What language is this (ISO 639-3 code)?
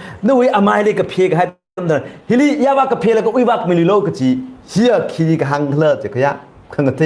nmf